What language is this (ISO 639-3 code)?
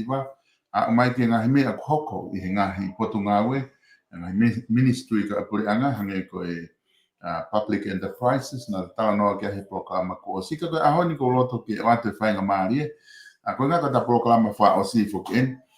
ton